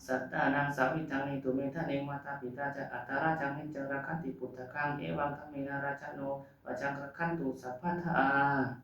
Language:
Pali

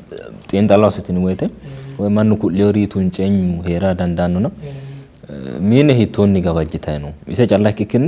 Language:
Sidamo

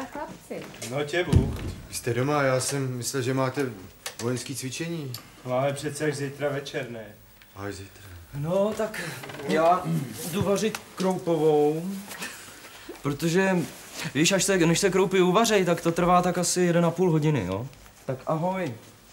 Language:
Czech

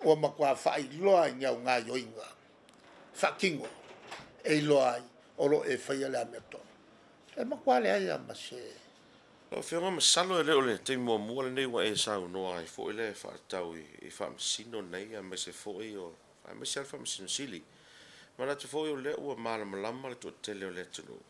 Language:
Samoan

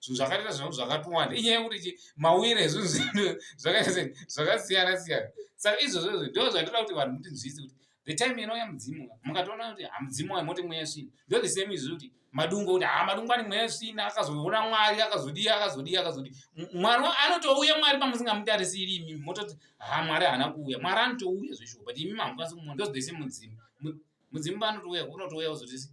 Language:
Shona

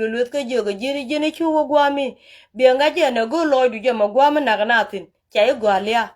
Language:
Nuer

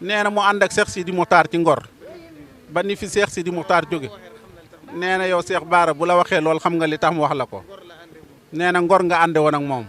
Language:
Wolof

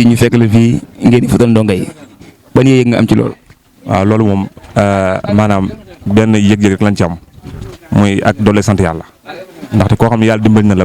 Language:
Wolof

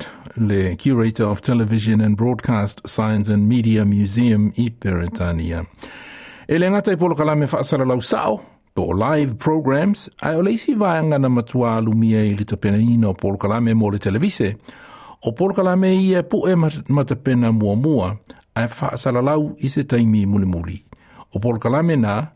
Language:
Samoan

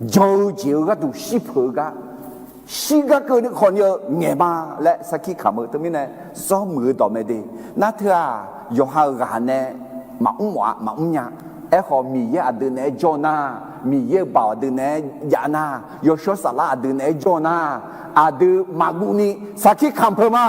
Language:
Akha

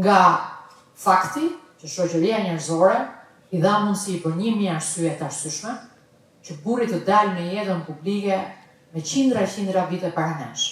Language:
Albanian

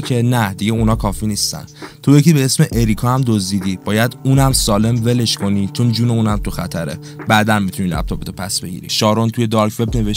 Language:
Persian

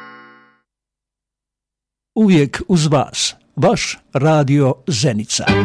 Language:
Bosnian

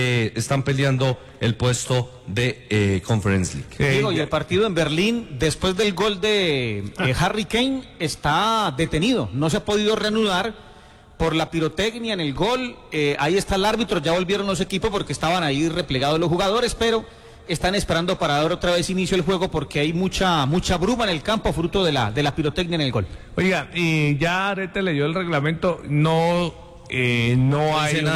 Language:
Spanish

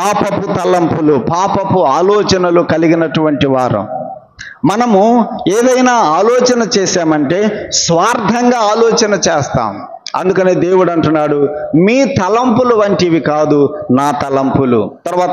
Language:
Telugu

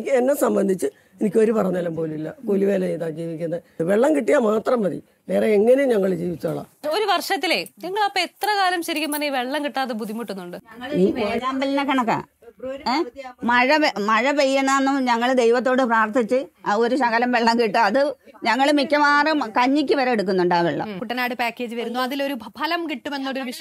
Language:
Malayalam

